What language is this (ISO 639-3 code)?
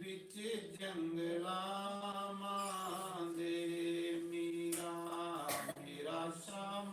doi